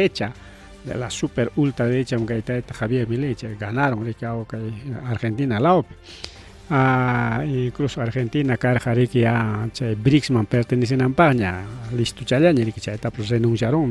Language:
Ayacucho Quechua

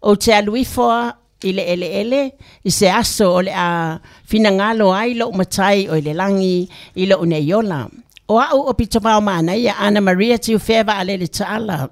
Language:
Samoan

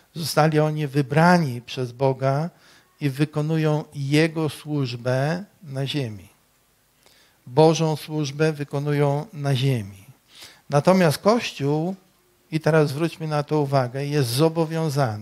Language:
Polish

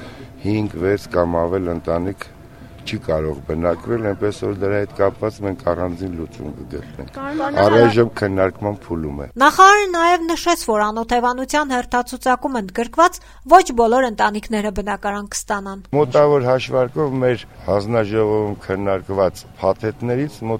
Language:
Armenian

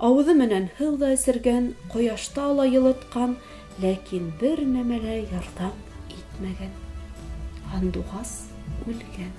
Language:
Bashkir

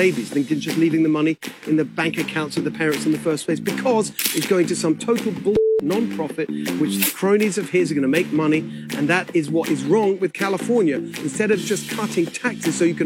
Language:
English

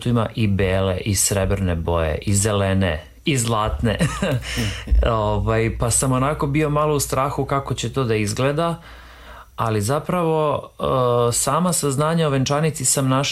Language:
Serbian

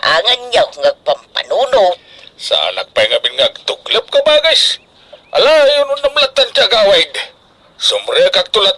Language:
Iloko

